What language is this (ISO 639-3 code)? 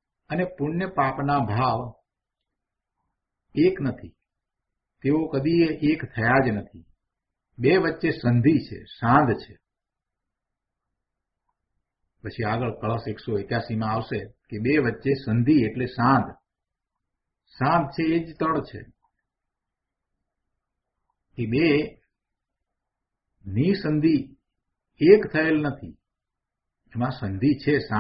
guj